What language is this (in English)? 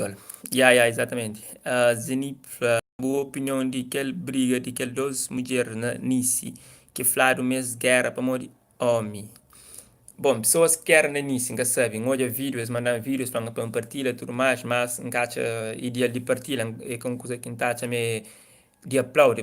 Kabuverdianu